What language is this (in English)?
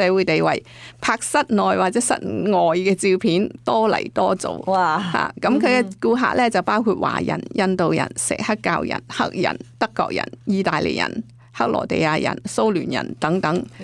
Cantonese